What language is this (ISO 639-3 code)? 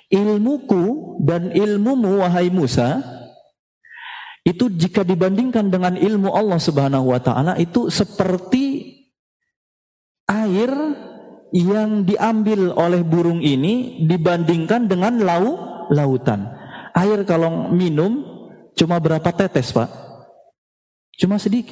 ind